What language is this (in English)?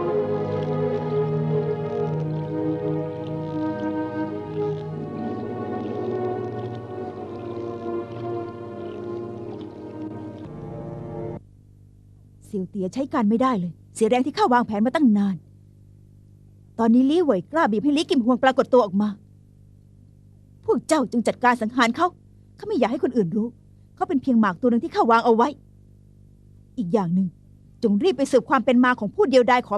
Thai